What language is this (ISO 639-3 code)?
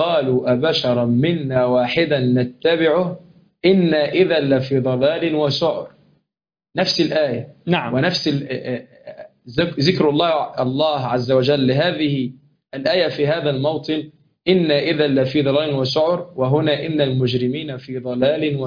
ara